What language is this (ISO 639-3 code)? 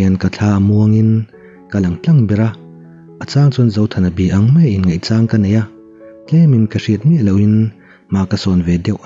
lus